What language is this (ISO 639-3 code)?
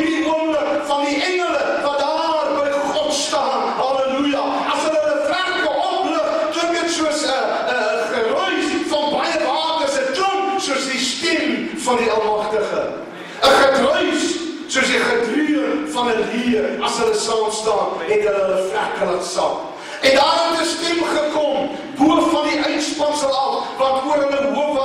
afr